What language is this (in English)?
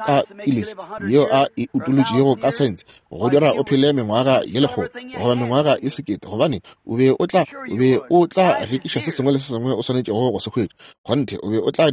Northern Sotho